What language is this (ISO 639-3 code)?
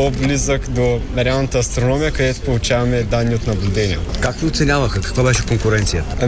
bul